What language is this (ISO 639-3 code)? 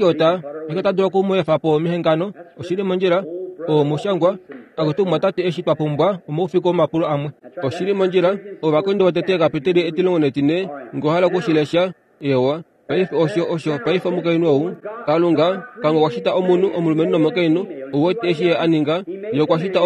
kua